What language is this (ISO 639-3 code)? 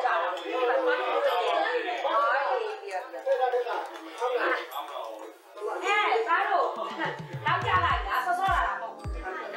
mya